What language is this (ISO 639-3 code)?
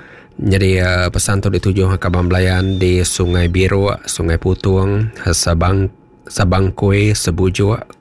iba